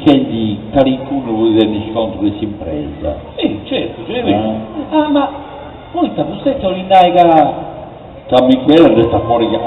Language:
Sardinian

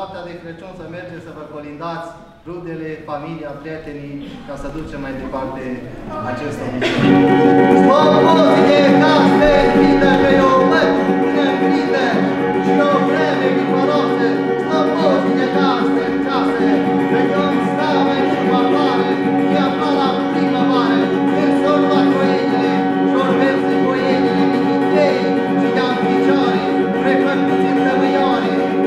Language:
Romanian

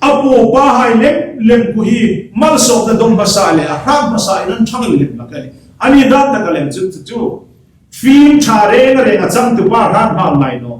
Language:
Hmar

